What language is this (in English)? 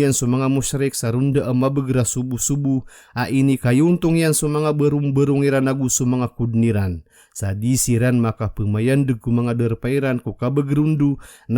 Maranao